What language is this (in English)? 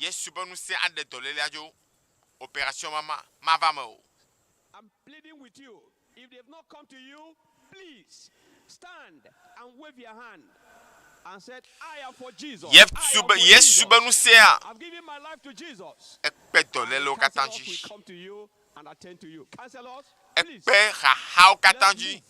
Ewe